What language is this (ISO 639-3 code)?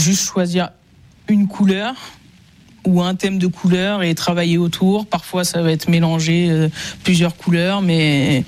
fra